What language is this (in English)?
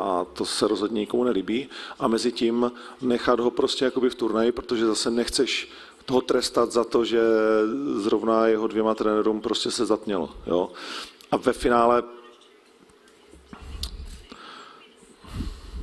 Czech